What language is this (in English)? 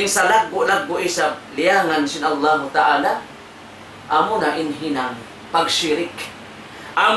Tausug